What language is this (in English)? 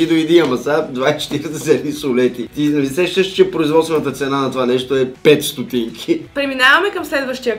Bulgarian